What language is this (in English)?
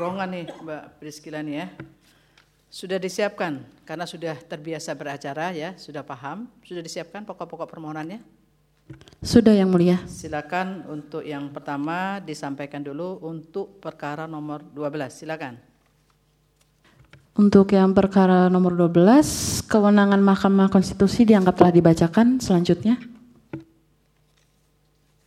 Indonesian